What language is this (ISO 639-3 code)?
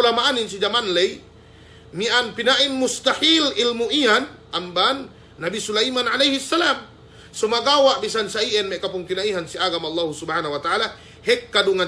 yka